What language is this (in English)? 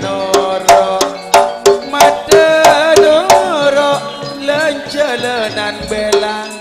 Madurese